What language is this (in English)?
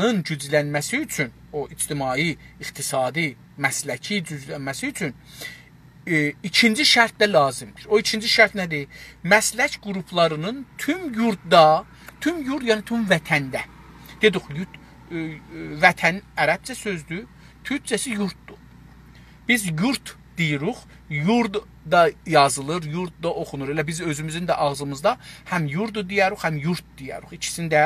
South Azerbaijani